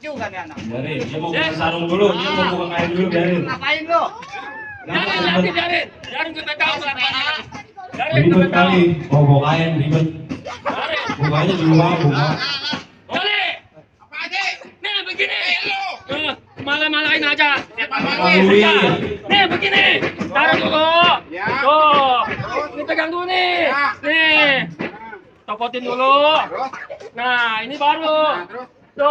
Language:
Betawi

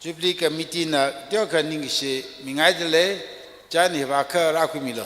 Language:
Tangkhul Naga (India)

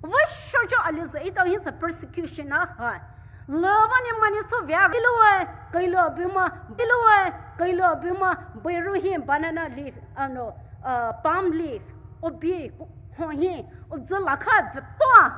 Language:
Poumei Naga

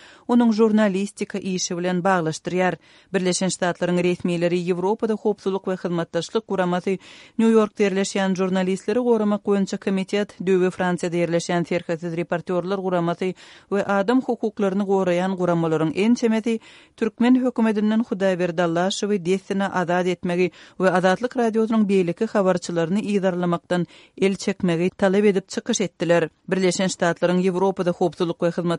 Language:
Turkmen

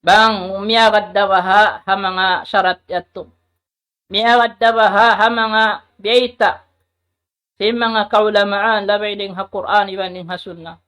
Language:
Tausug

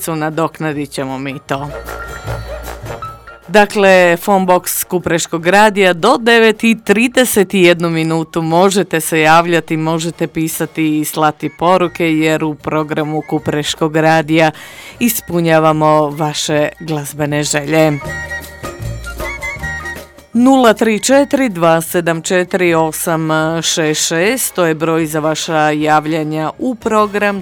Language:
Croatian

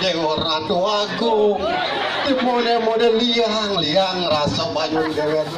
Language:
Balinese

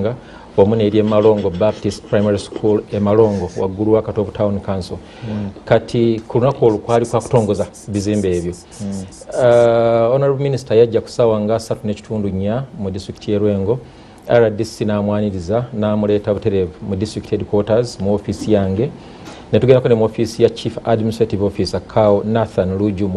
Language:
Ganda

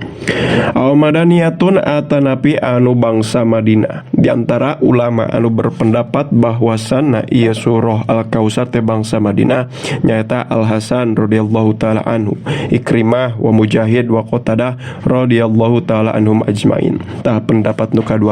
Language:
Sundanese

